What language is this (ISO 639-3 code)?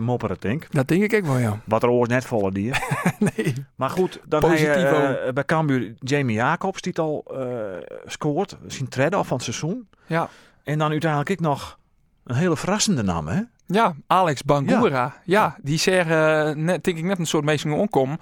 fry